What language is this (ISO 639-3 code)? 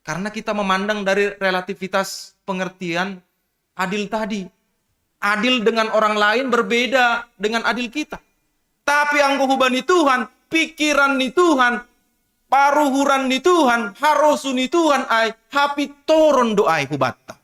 bts